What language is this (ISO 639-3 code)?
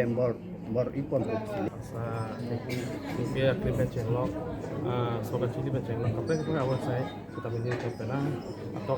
mjw